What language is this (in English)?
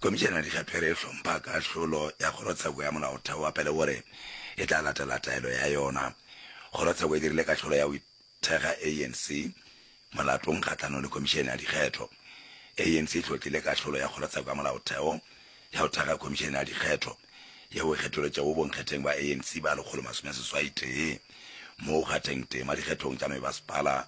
Northern Sotho